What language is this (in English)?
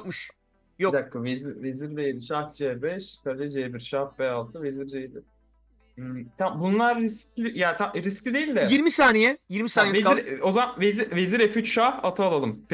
Turkish